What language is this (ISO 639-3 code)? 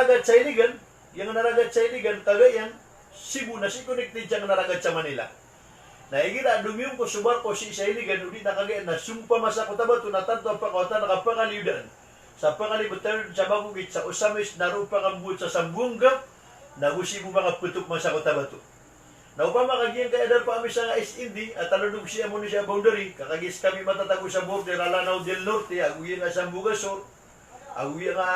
mrw